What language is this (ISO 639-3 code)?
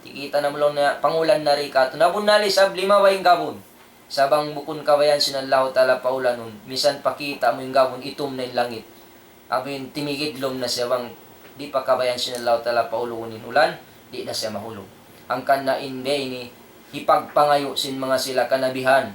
tsg